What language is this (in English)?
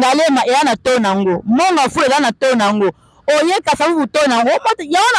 Lingala